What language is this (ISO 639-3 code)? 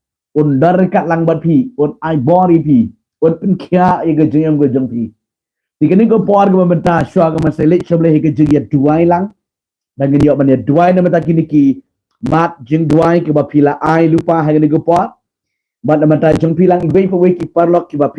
kha